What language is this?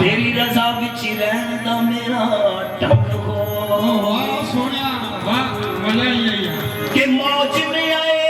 Dogri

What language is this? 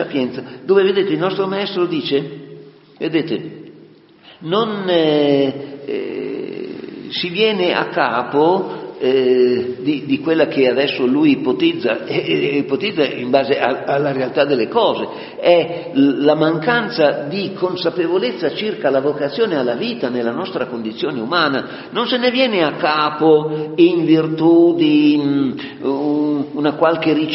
Italian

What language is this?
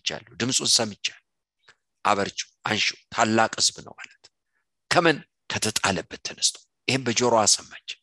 Amharic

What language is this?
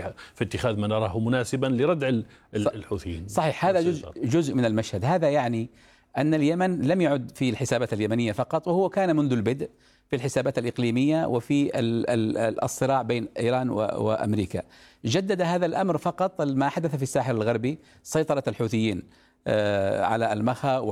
Arabic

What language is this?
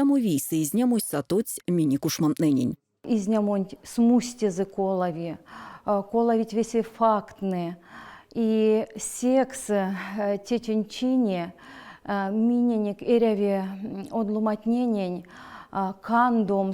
Erzya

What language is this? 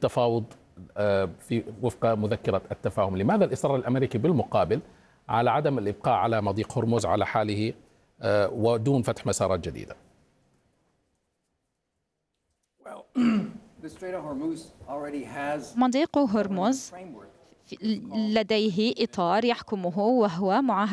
Arabic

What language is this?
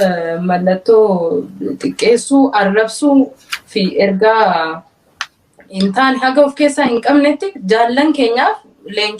Oromo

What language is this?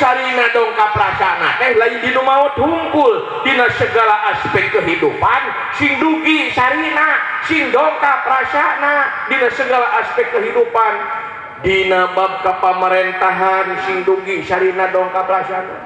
Sundanese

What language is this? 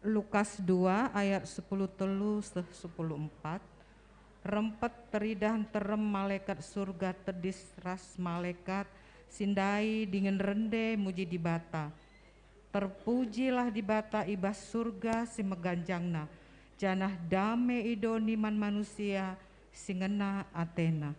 Batak Karo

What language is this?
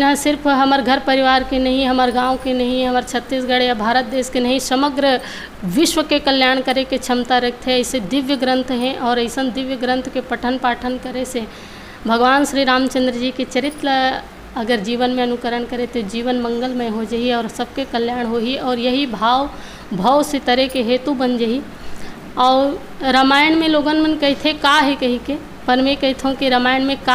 Chhattisgarhi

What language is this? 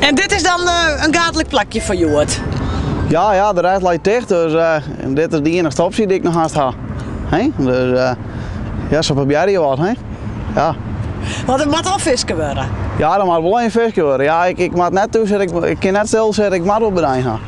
Western Frisian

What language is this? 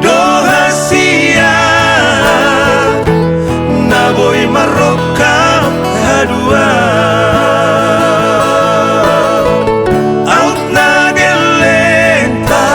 Batak Toba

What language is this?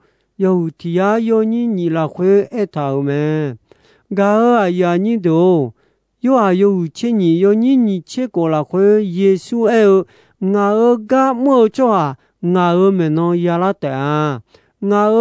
Akha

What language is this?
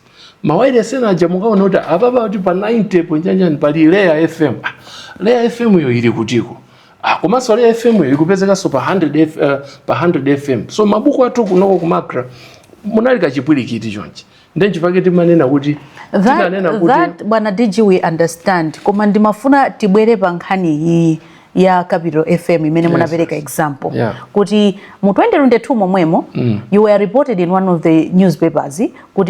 Nyanja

